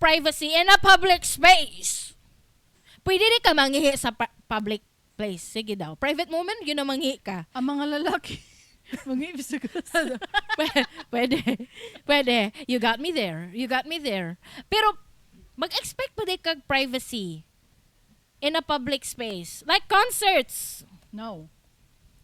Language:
Cebuano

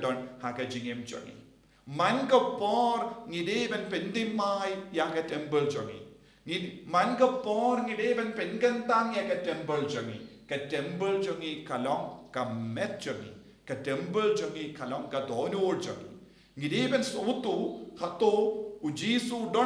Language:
Khasi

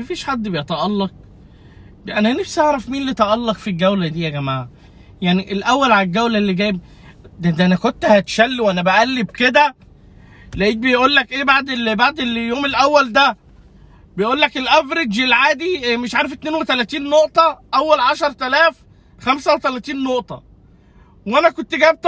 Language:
Egyptian Arabic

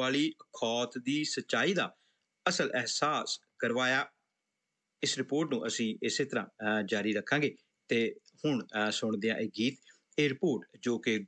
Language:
Punjabi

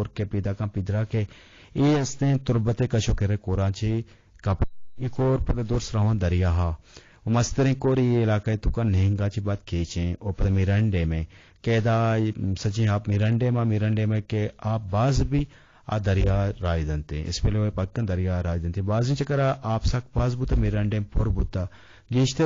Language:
Eastern Balochi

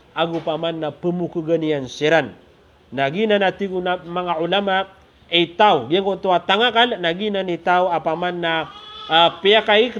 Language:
Maranao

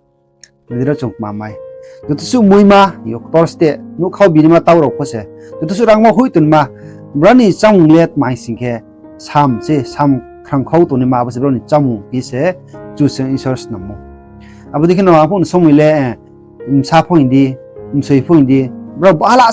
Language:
Riang (India)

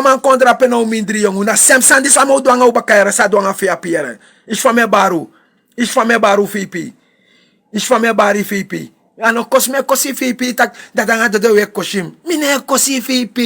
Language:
Sranan Tongo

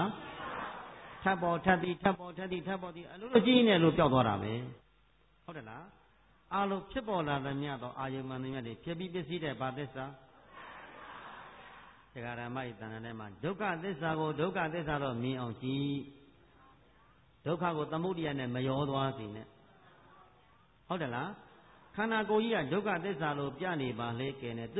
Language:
Burmese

